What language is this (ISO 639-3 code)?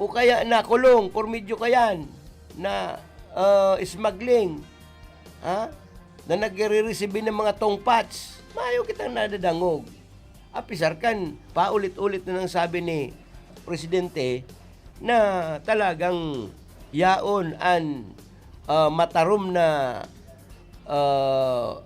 bik